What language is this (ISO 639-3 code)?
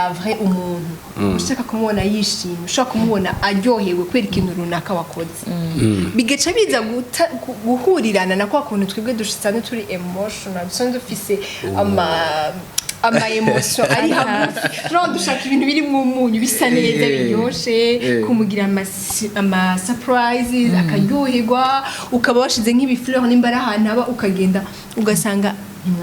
run